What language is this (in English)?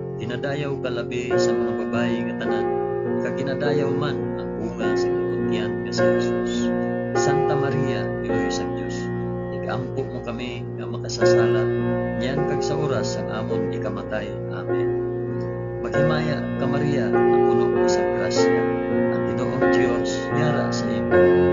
Hiligaynon